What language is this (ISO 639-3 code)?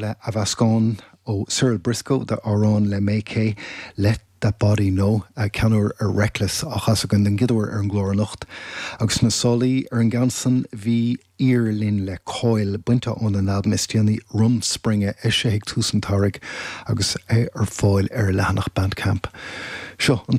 gle